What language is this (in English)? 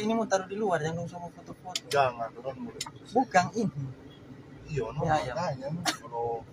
Manado Malay